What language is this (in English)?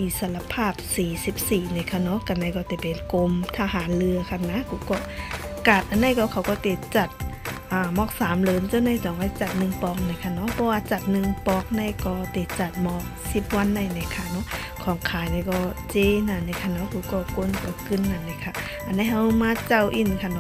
Shan